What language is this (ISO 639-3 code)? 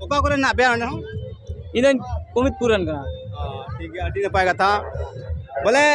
sat